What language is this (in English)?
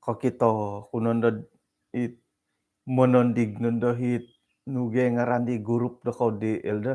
Central Dusun